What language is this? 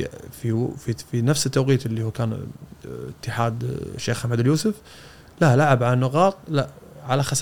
Gulf Arabic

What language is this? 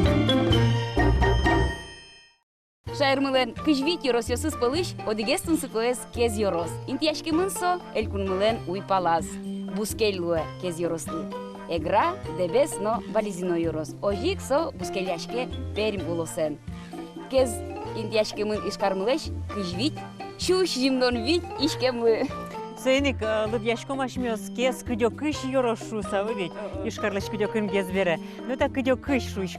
Udmurt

